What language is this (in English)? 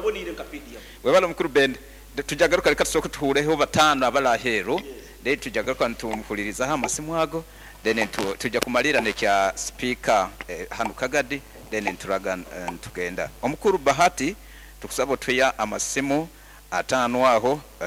Nyoro